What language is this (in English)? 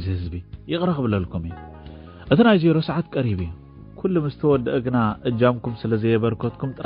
Tigrinya